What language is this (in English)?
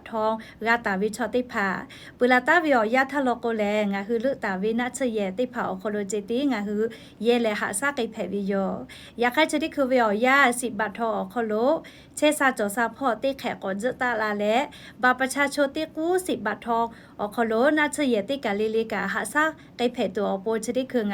Lahu